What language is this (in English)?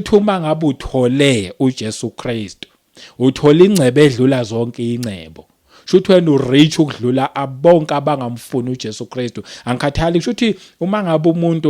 Zulu